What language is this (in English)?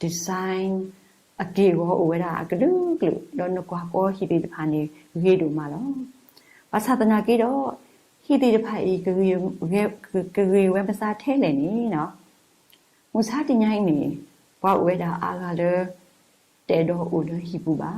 S'gaw Karen